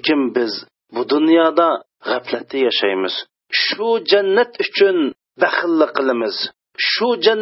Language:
Uyghur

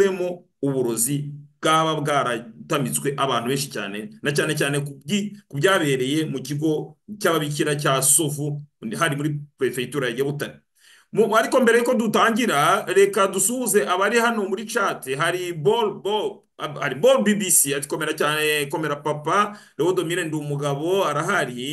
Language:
Kinyarwanda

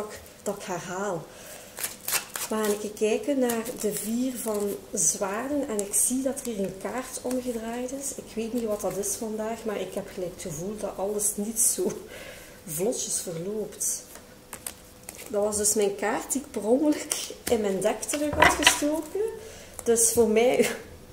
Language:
Dutch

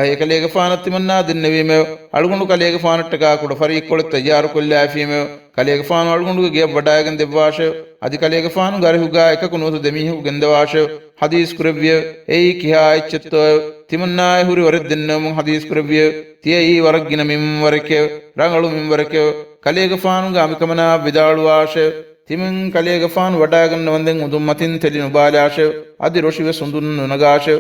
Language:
Divehi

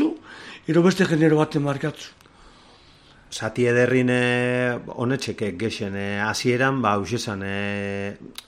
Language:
Basque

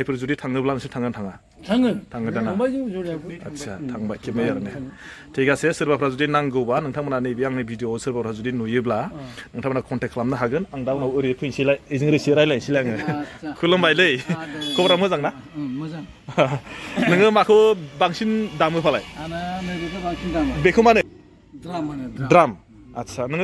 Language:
Bodo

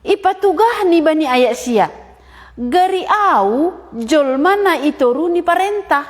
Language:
Batak Simalungun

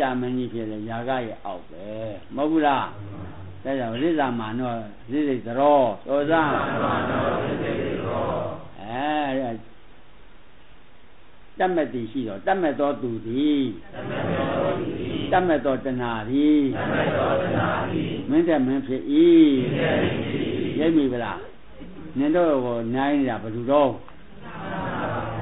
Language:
Burmese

